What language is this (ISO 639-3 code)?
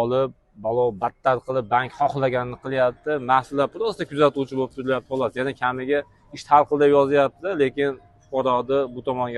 uzb